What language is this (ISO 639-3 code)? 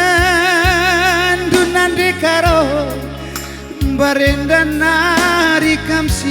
btx